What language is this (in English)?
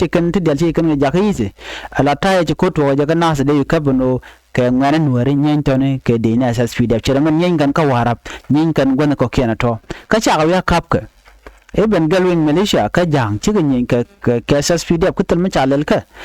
Nuer